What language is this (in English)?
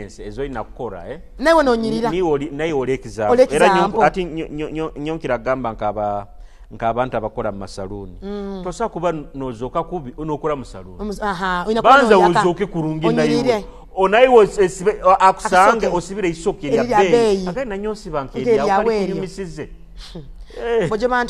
Tooro